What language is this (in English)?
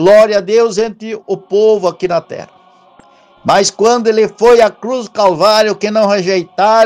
Portuguese